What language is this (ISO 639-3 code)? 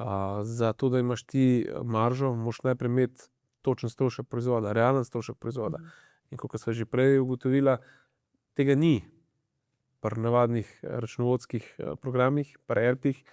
slv